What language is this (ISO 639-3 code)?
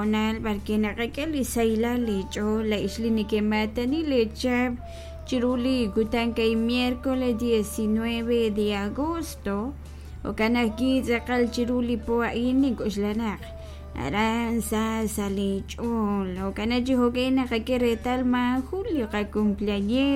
kek